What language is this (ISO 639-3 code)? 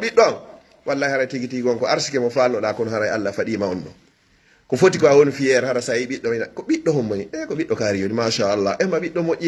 fuf